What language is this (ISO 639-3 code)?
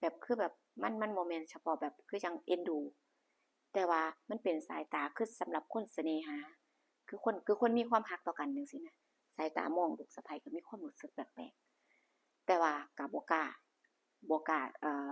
tts